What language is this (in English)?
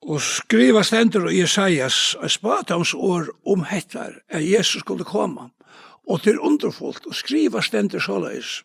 Faroese